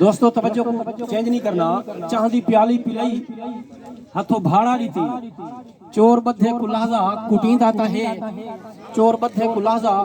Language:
Saraiki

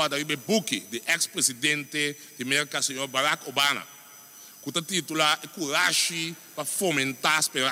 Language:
Papiamento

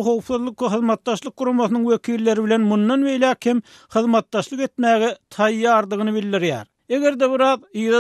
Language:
Turkmen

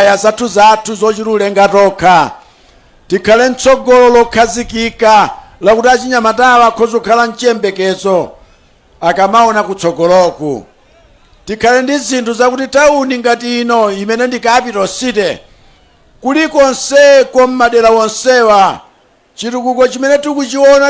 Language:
Nyanja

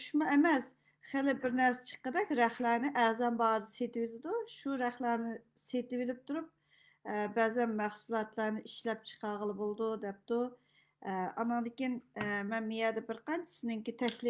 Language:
Uyghur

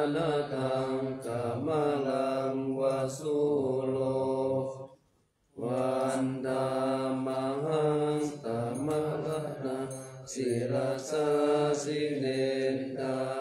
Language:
Pali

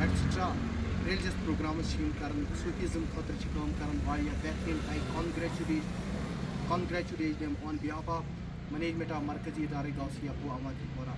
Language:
Kashmiri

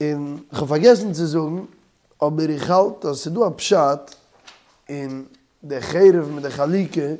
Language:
Yiddish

